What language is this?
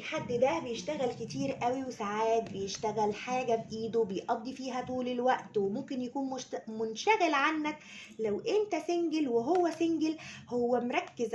Egyptian Arabic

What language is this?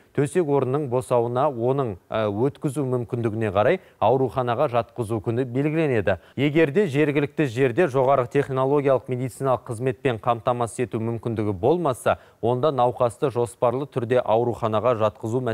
Kazakh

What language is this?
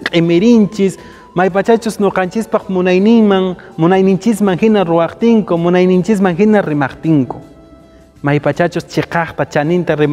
Quechua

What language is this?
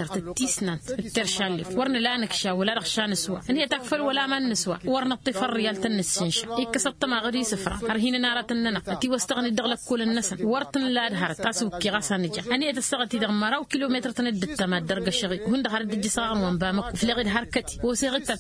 Tamasheq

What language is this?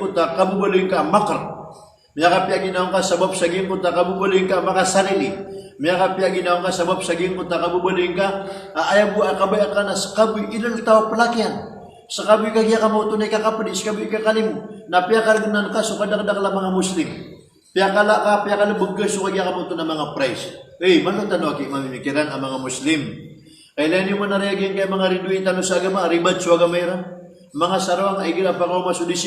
Maranao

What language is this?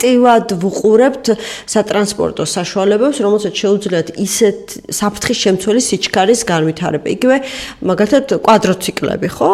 Georgian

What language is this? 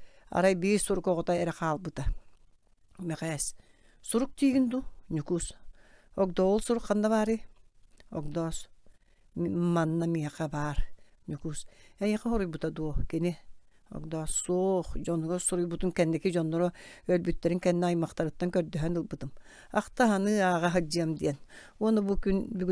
Yakut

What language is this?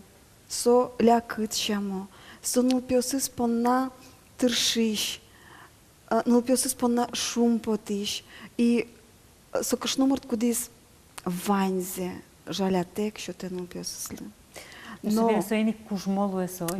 Udmurt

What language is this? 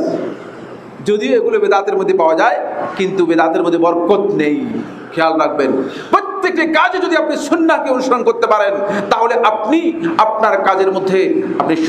Bangla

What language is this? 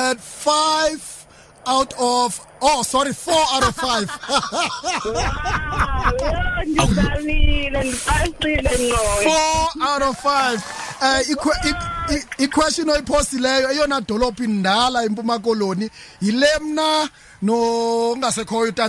Xhosa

